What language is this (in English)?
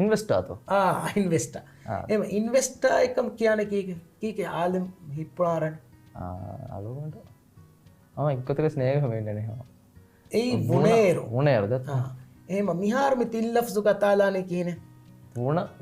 Divehi